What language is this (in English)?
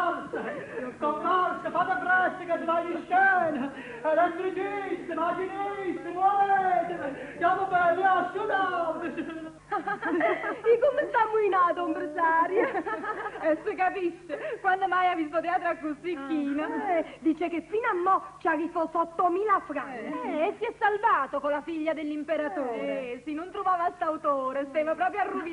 Neapolitan